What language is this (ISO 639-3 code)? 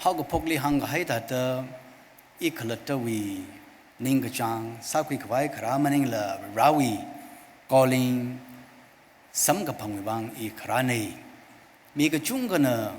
nmf